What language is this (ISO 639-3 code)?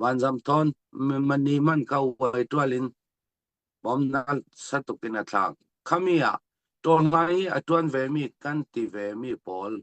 cfm